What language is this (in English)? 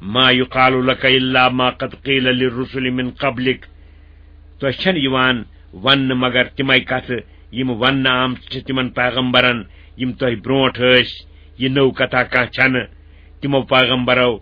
Kashmiri